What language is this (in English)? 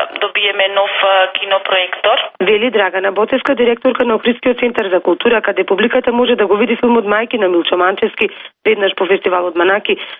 Macedonian